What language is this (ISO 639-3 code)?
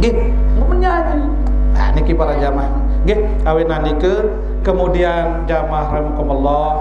sas